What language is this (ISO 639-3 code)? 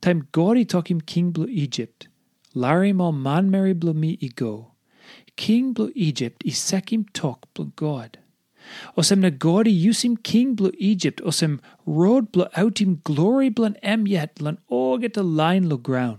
tpi